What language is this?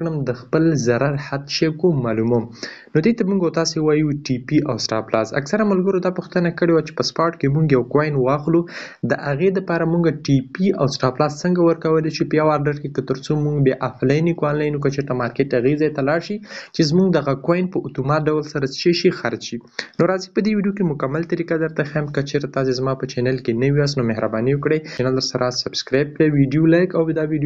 Pashto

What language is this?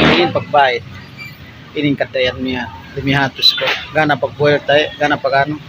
Yakan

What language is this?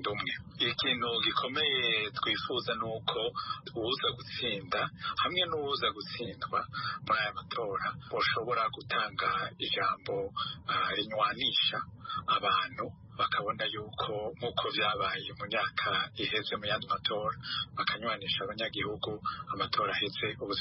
Rundi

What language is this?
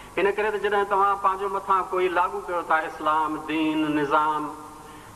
Sindhi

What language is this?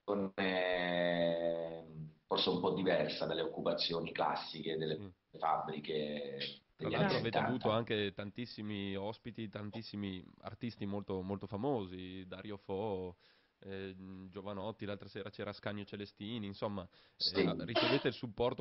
Italian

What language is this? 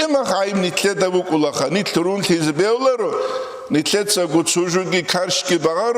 Avaric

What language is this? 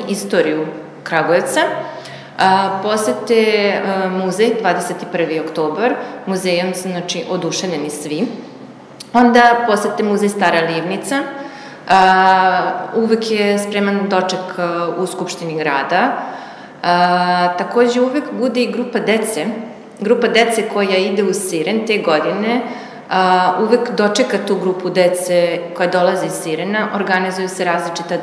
Serbian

